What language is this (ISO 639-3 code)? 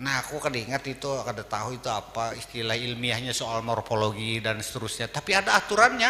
bjn